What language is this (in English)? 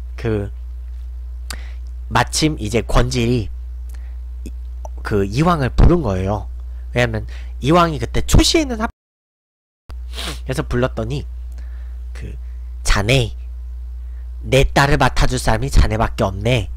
Korean